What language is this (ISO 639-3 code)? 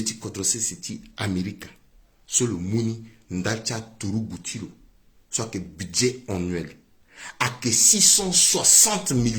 sag